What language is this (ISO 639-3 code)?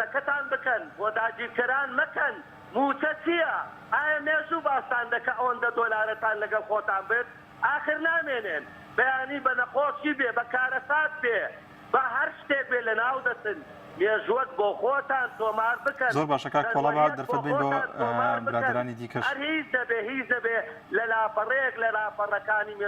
ckb